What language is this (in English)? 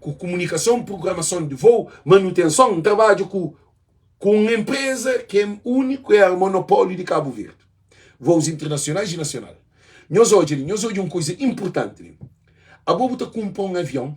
Kabuverdianu